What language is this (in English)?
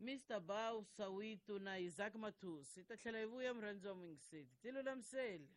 Tsonga